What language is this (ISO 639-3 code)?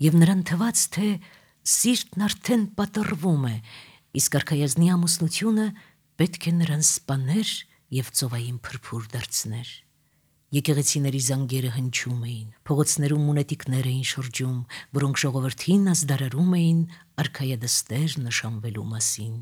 hye